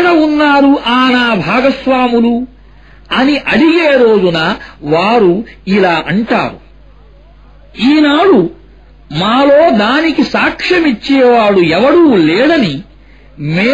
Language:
Telugu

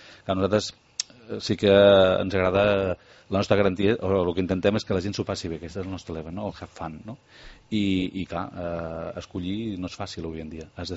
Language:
Catalan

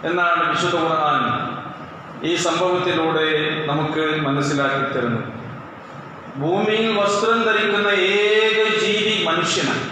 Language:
Malayalam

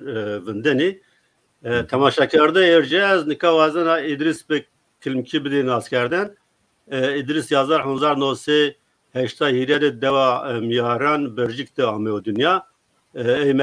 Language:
Zaza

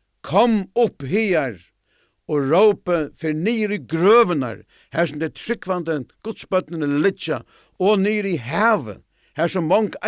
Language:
Faroese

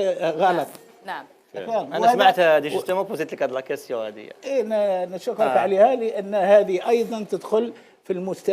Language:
Algerian Arabic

